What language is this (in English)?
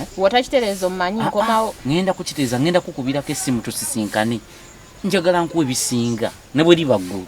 Ganda